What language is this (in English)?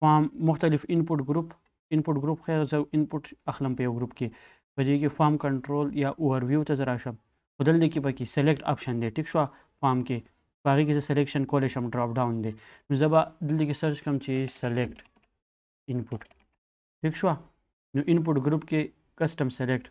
Pashto